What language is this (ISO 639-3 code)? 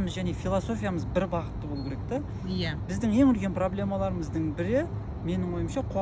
kaz